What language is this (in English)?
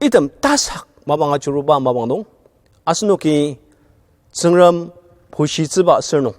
Ao Naga